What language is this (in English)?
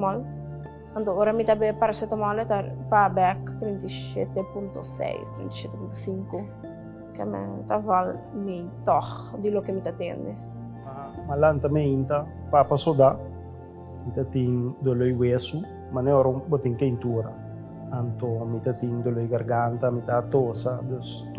Papiamento